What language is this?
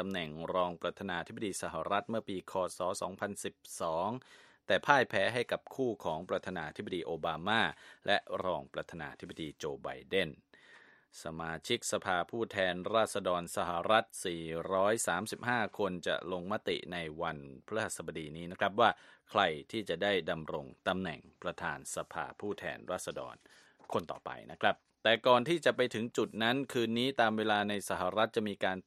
Thai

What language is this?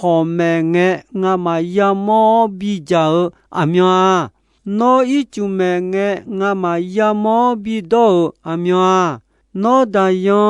Akha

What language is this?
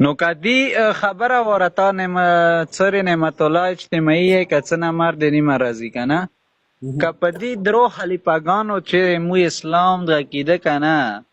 Pashto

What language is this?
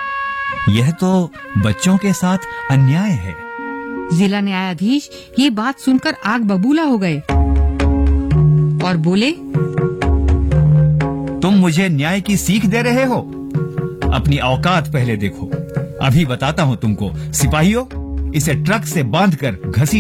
Hindi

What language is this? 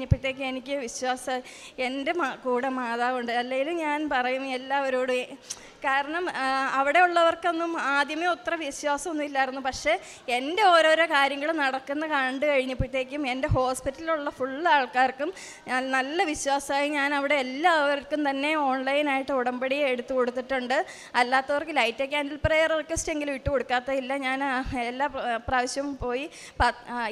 Malayalam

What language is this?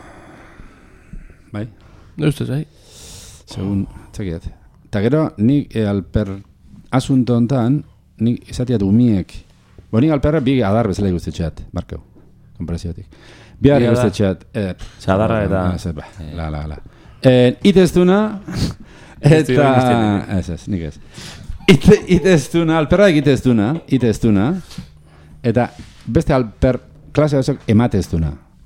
Basque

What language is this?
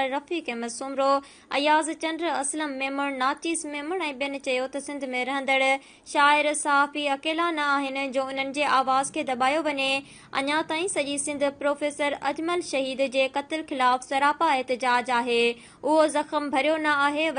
Sindhi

